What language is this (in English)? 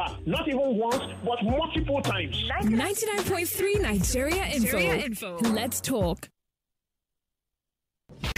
English